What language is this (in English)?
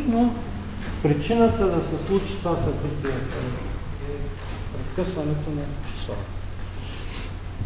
Bulgarian